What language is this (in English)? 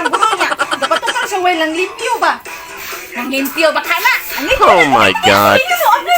Cebuano